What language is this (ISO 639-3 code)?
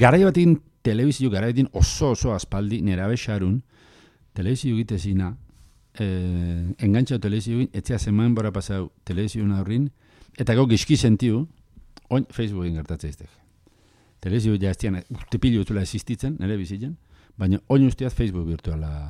eus